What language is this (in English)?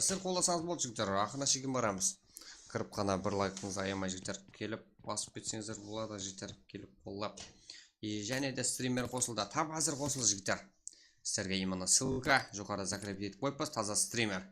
Kara-Kalpak